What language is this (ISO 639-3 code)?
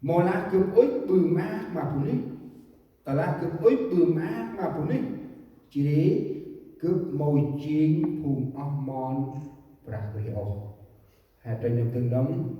cmo